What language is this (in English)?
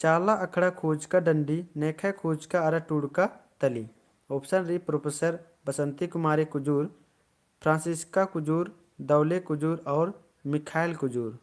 Kurukh